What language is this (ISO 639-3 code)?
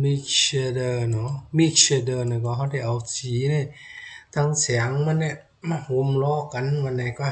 shn